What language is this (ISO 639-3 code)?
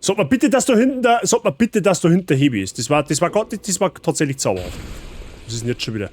bar